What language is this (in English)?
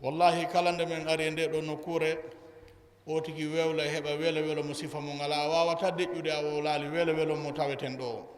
Fula